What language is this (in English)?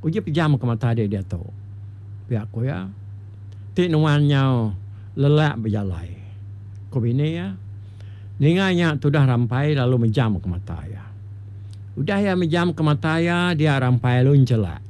Iban